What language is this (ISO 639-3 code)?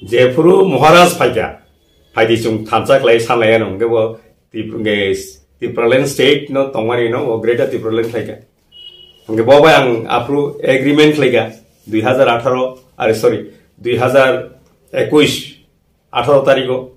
trp